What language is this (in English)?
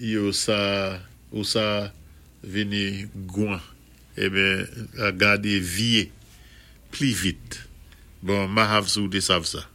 Saint Lucian Creole French